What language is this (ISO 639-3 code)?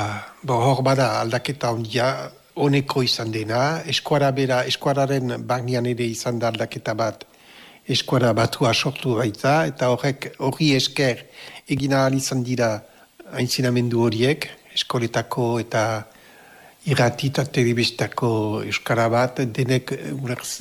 eus